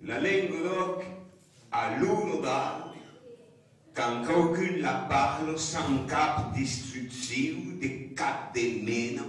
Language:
Occitan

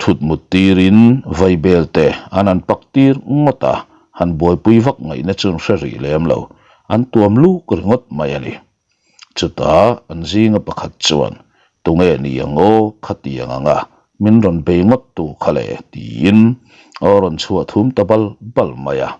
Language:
Mizo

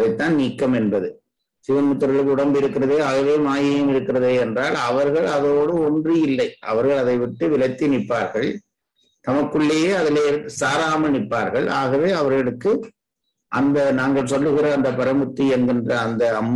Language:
Tamil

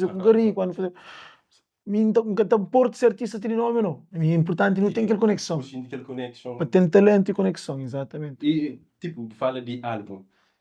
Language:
Kabuverdianu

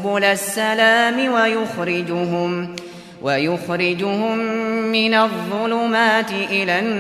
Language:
Uyghur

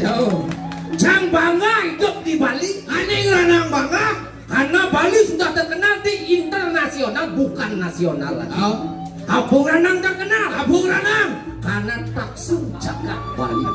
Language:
Balinese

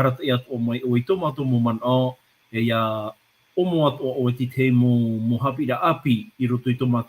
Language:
Tahitian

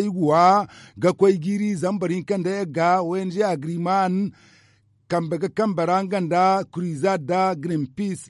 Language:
Zarma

